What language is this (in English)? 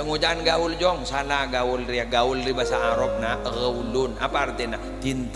Madurese